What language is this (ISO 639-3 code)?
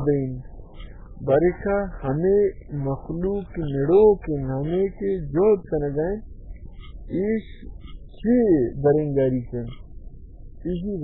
bal